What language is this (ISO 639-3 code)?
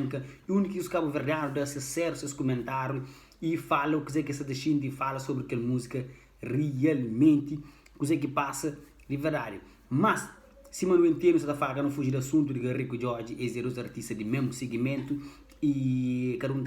kea